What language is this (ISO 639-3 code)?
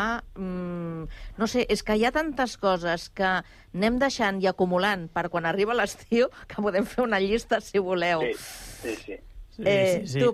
cat